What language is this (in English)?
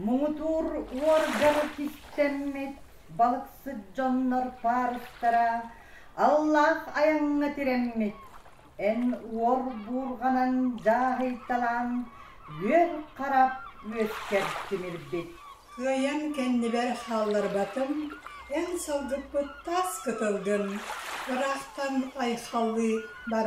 Yakut